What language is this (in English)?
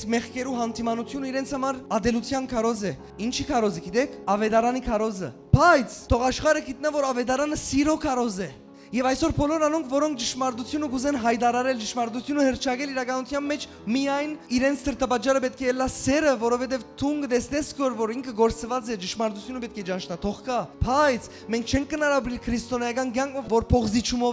Western Armenian